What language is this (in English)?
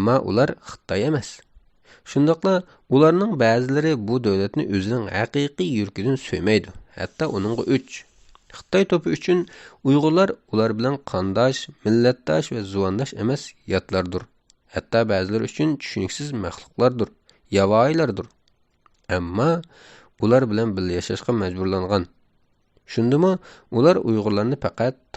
Uyghur